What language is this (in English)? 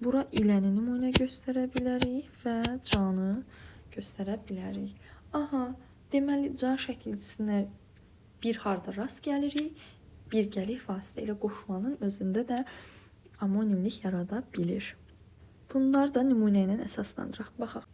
Azerbaijani